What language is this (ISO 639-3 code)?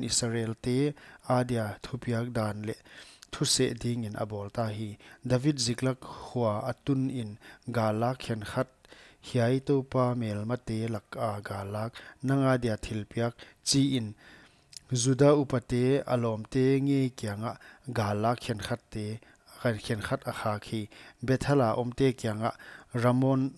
pck